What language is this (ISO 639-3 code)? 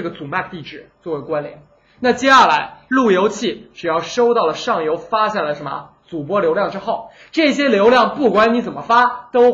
zho